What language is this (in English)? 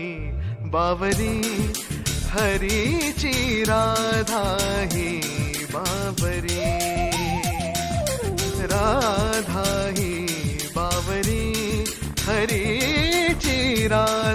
Marathi